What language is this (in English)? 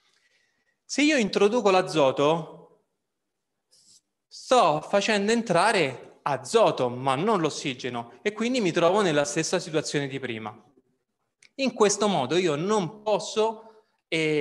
Italian